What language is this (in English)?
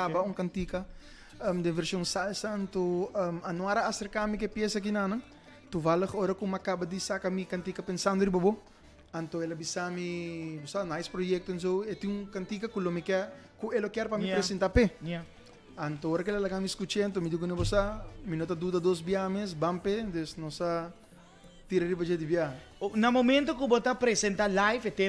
Papiamento